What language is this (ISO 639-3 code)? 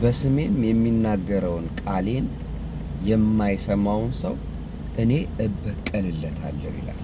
amh